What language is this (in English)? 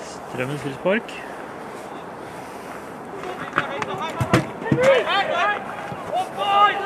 Norwegian